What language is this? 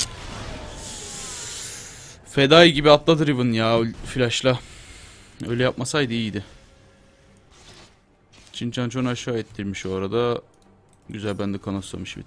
Turkish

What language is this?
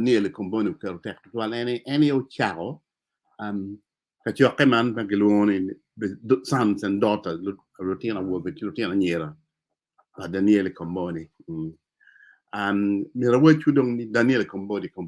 Acoli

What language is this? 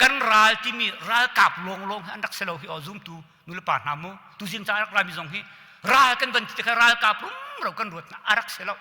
Hakha Chin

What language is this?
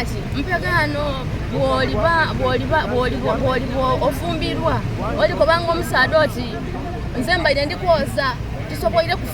Soga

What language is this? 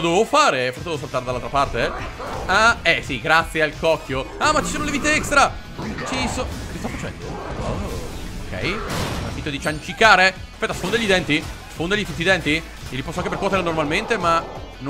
Italian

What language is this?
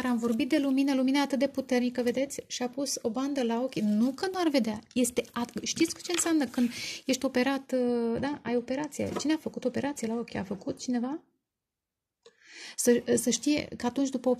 Romanian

